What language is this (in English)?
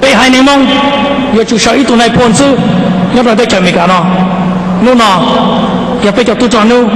Hmong